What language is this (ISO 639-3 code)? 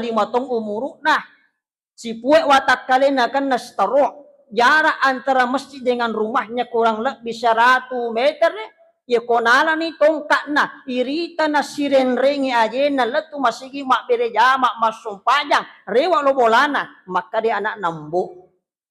bug